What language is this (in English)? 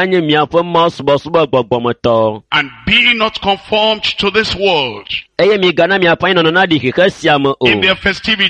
Ewe